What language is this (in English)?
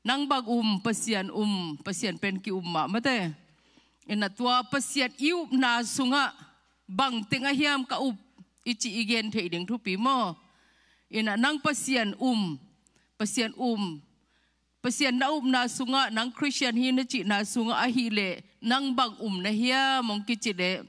Tedim Chin